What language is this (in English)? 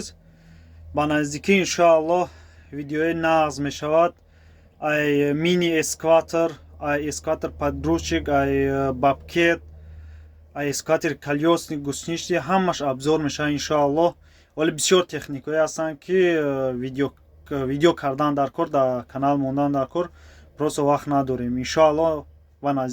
Tajik